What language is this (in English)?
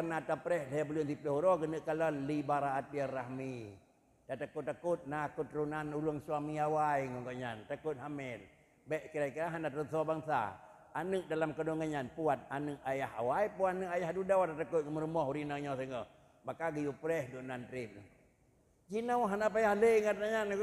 Achinese